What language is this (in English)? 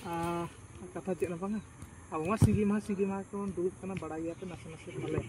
Santali